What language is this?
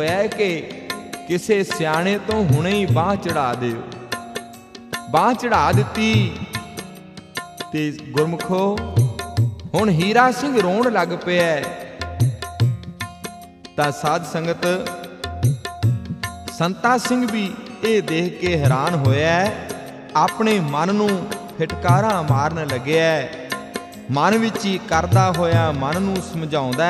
Punjabi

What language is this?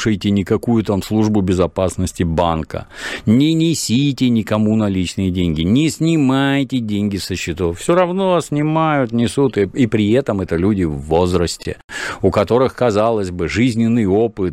Russian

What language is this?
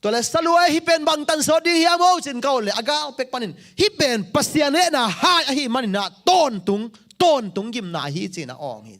Tedim Chin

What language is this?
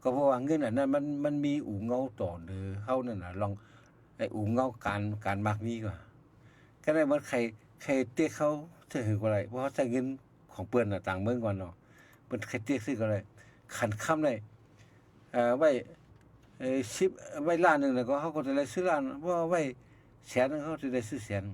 Shan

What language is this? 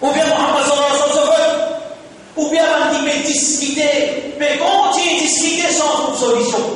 Morisyen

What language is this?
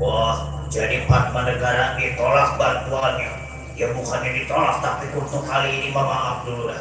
Betawi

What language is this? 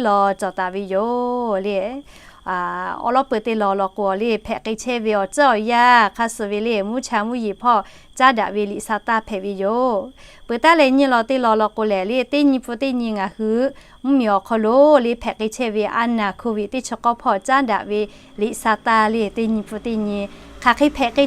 Lahu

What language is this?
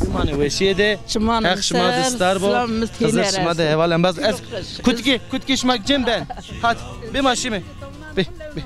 Zaza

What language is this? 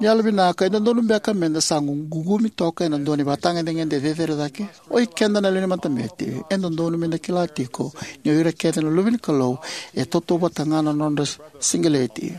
Fijian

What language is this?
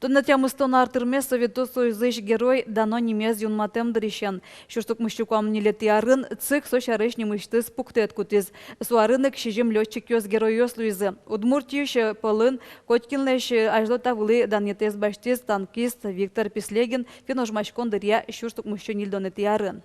Udmurt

